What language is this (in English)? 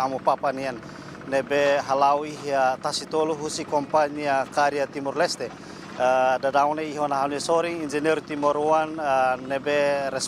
Tetum